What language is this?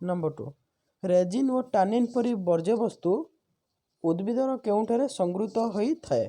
Odia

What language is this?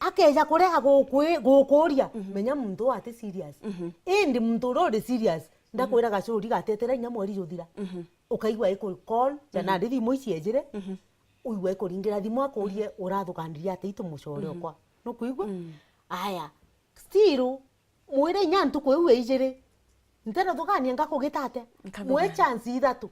Meru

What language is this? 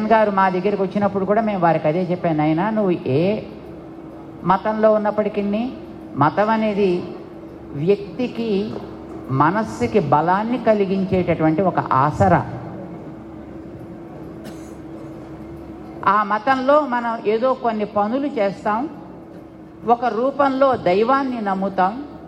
Telugu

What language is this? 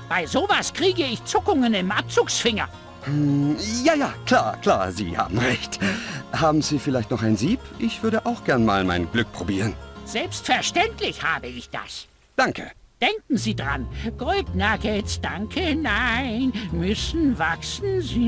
Bavarian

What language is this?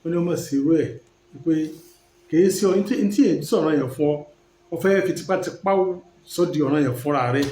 Yoruba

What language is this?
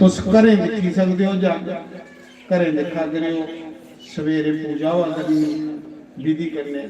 Dogri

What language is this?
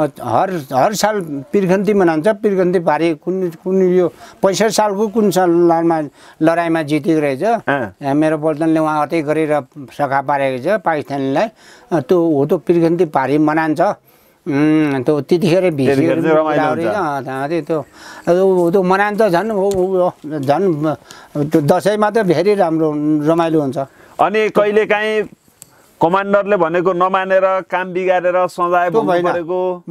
Nepali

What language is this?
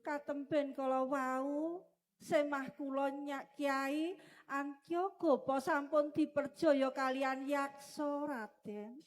Javanese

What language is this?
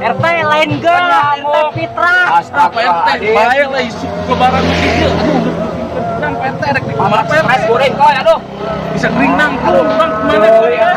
Sundanese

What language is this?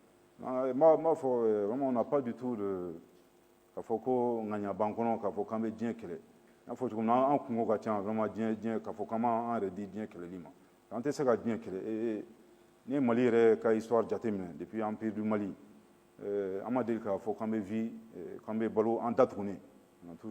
Bambara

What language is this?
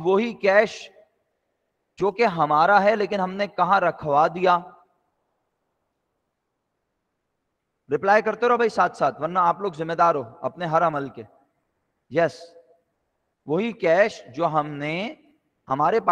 Urdu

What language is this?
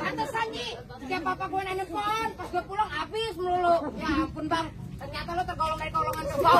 Betawi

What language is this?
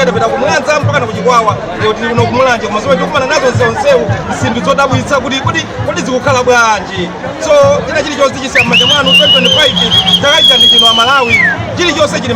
Nyanja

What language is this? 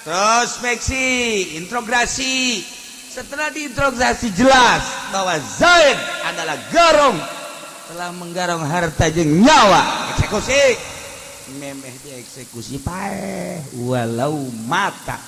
Sundanese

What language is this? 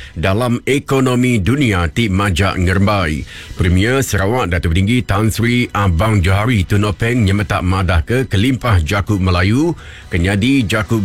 Iban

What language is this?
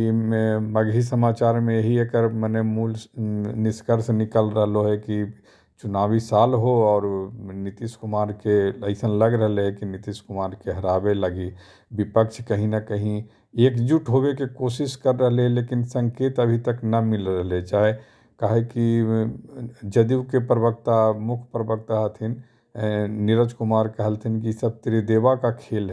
Magahi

